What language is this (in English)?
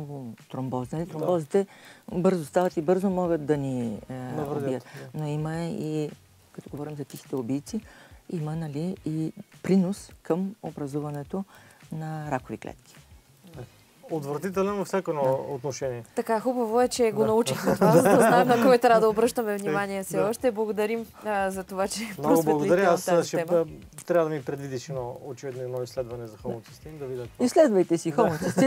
Bulgarian